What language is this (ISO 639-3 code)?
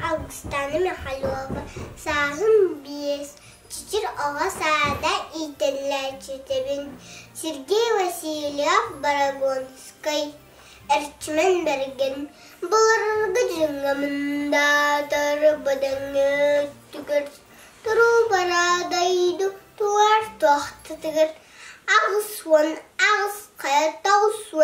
sah